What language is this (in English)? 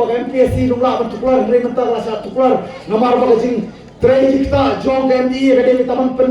Khasi